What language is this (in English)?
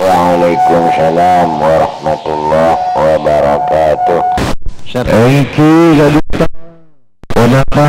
Madurese